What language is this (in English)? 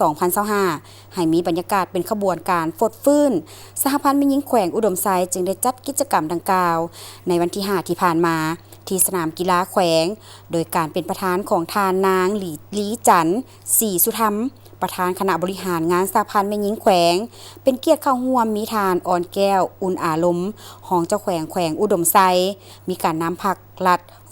Lao